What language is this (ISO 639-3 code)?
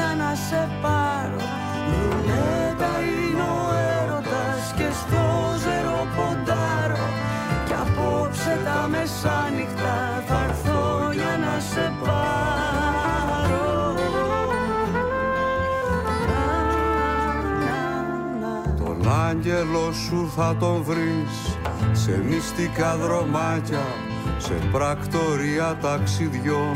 ell